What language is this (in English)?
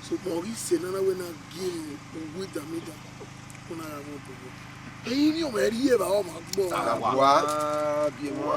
Bini